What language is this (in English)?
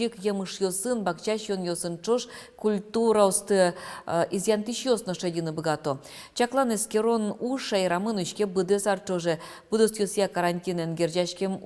Udmurt